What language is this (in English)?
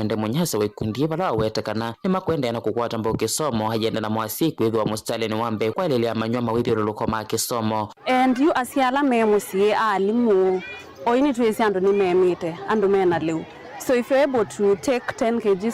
Kamba